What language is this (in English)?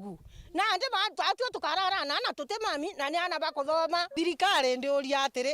Meru